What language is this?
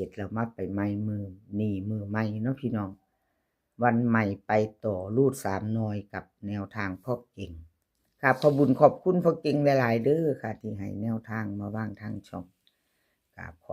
Northeastern Thai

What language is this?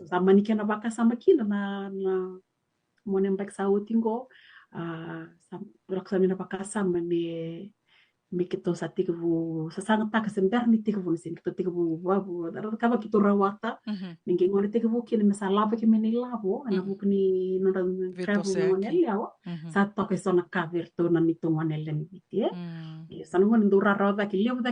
Fijian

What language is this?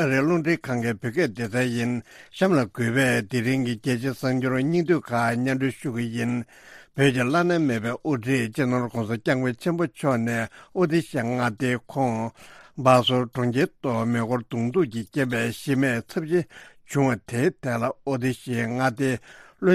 Tibetan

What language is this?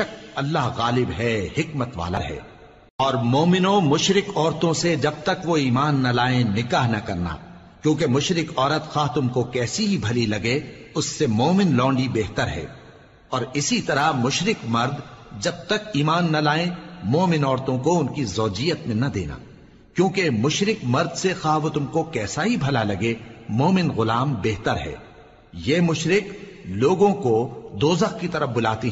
Urdu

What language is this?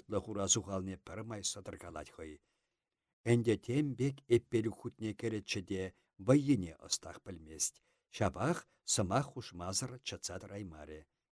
Chuvash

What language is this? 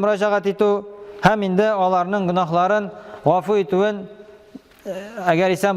Tatar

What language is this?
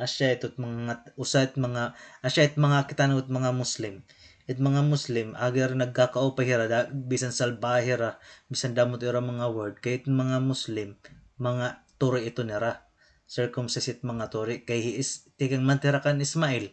Waray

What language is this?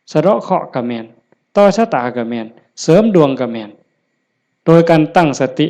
Northeastern Thai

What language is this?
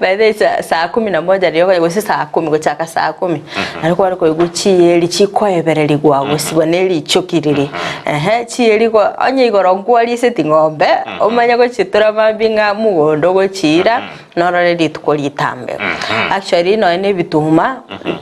Gusii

